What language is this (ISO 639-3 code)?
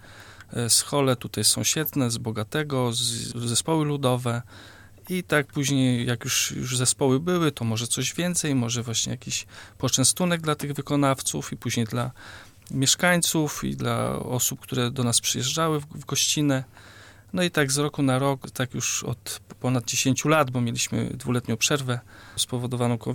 pol